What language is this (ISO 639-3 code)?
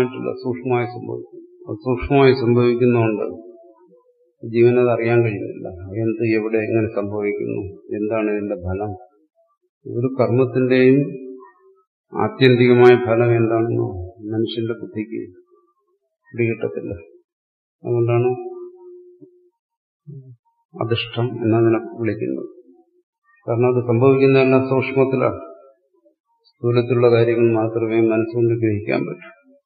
mal